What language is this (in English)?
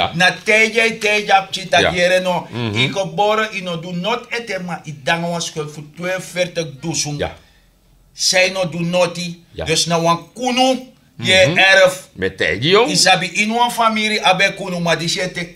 Sranan Tongo